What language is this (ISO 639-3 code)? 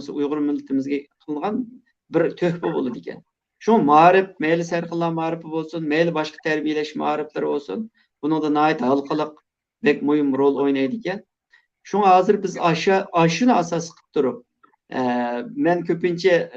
uig